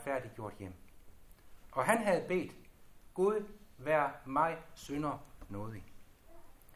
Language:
Danish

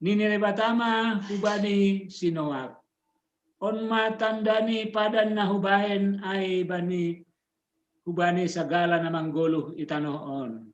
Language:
Batak Simalungun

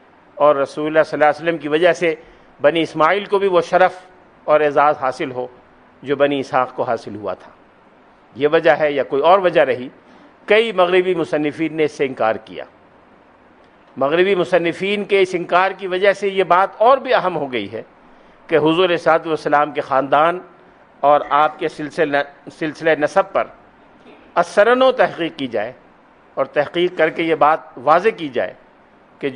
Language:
Urdu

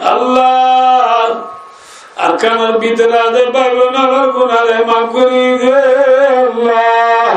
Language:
Rohingya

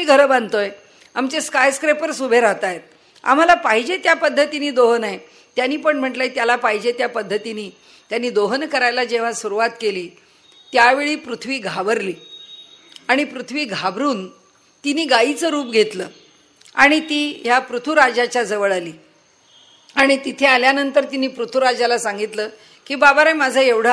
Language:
Marathi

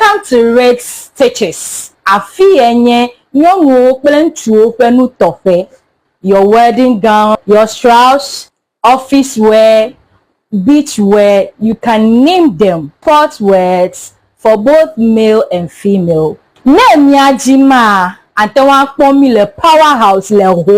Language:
Ewe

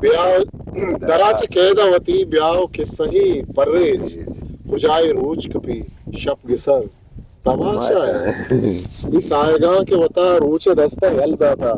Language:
Eastern Balochi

